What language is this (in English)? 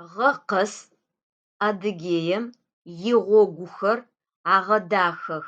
Adyghe